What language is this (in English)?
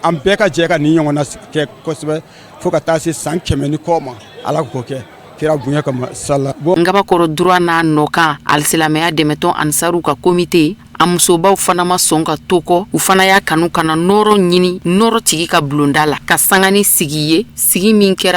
Bambara